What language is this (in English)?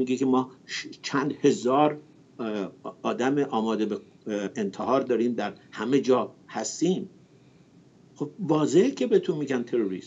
Persian